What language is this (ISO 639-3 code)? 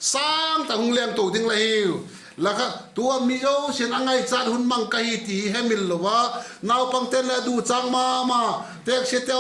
vap